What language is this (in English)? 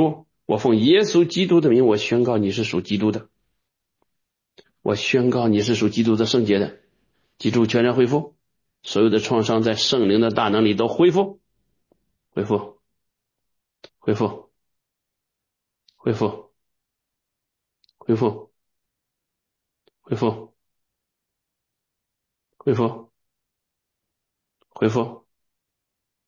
Chinese